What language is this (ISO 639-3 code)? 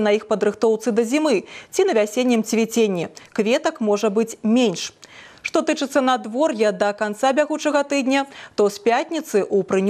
bel